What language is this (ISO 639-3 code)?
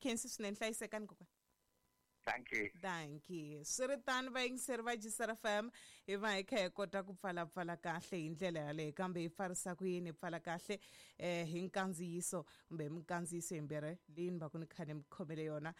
tso